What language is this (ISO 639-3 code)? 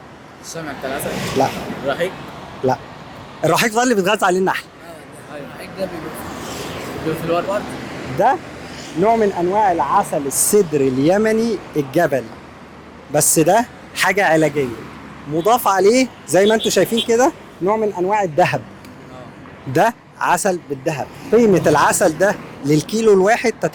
arz